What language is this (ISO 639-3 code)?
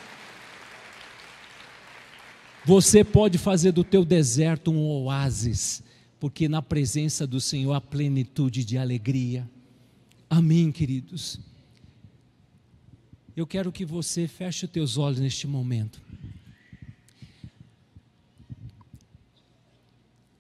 por